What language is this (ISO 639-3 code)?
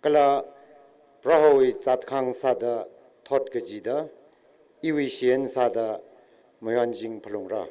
nmf